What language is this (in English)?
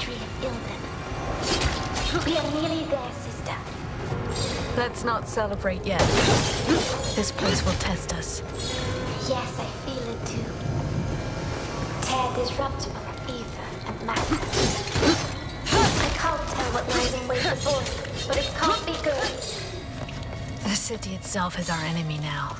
English